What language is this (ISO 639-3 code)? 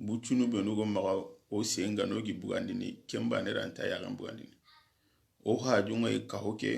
snk